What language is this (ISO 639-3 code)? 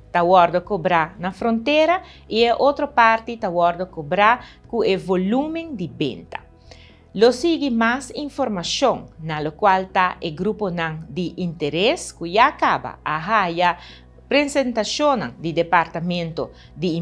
pap